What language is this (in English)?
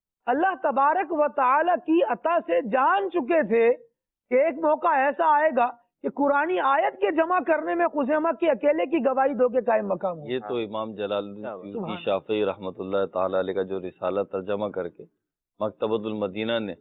Urdu